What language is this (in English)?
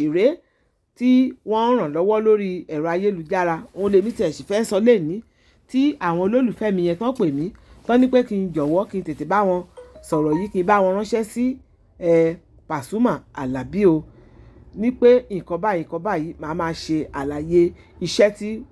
Yoruba